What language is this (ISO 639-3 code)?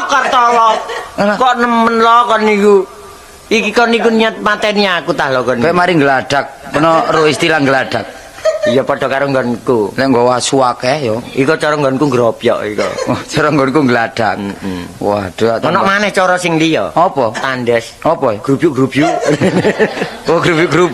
jav